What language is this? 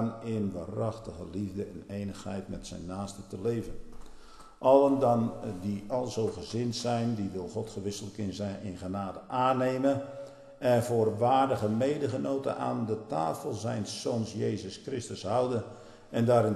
Dutch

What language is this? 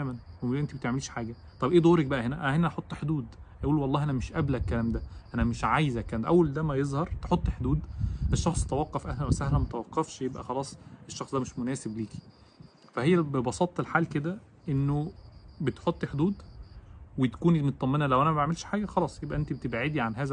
Egyptian Arabic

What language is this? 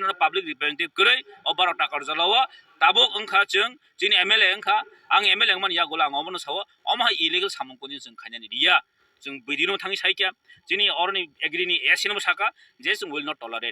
Kok Borok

